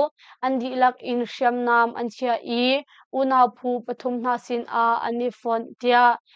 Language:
Hakha Chin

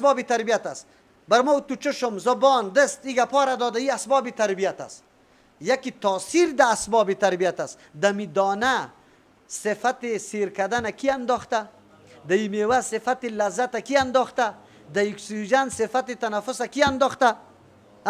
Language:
Persian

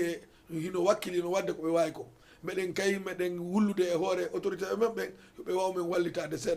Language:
Fula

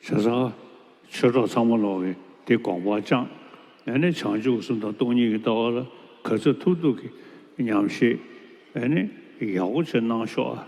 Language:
Tibetan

